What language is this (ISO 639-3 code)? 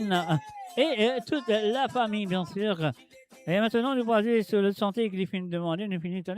mfe